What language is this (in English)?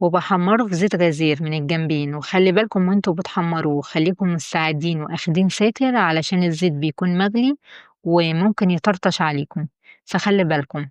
Egyptian Arabic